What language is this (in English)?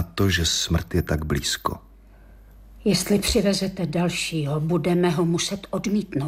Czech